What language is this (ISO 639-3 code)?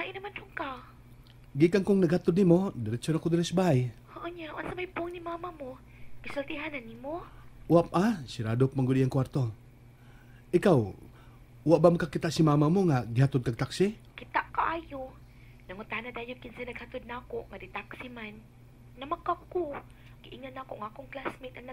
ceb